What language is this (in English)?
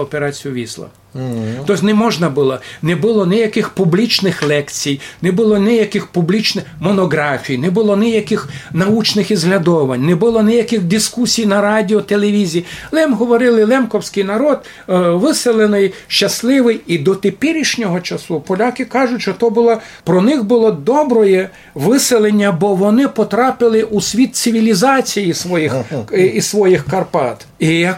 Rusyn